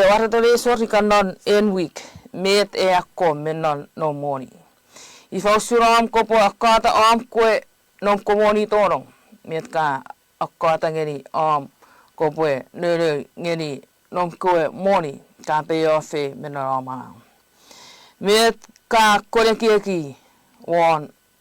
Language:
Chuukese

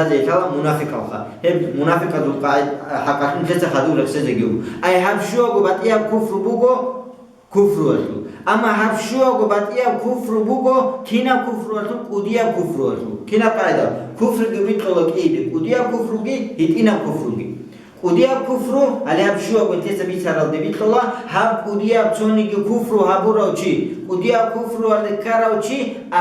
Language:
Avaric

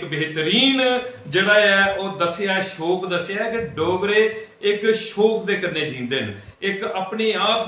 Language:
Dogri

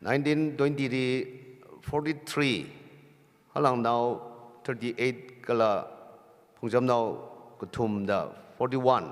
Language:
Tangkhul Naga (India)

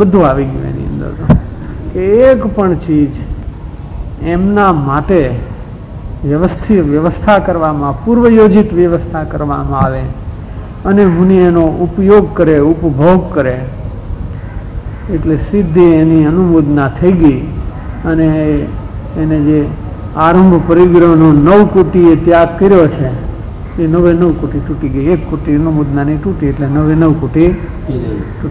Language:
Gujarati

